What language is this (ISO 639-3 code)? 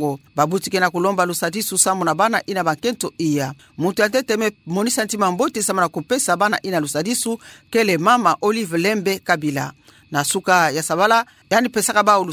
ktu